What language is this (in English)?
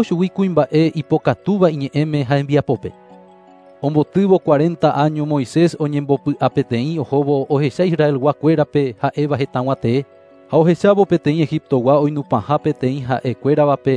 Guarani